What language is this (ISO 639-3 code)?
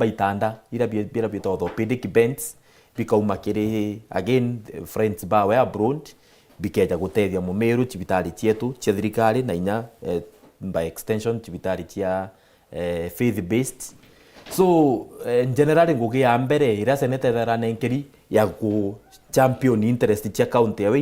mer